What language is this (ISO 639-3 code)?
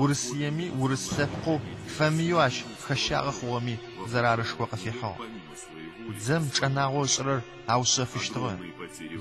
ady